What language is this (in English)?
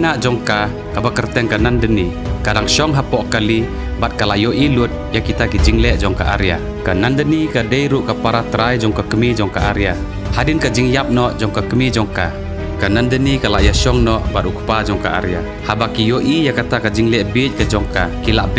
Khasi